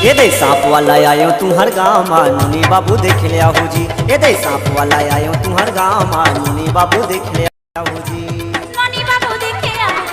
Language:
Chhattisgarhi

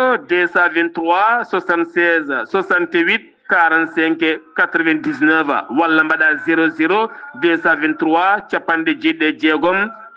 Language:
Fula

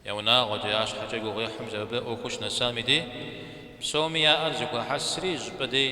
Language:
Kabardian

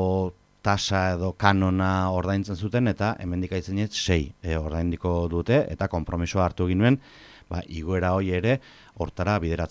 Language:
Basque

